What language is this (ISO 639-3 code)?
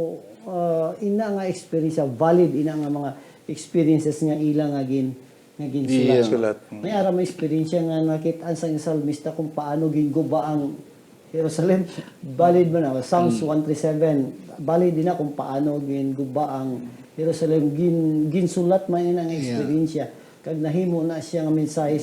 hil